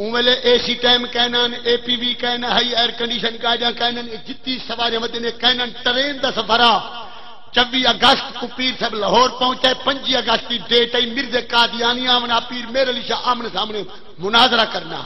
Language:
Saraiki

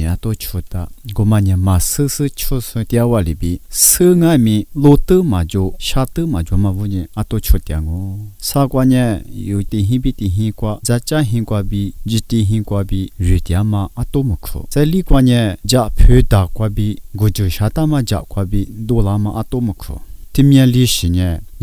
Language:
Lisu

